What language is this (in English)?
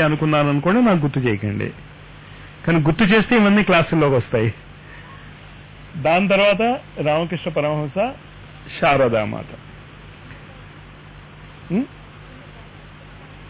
Telugu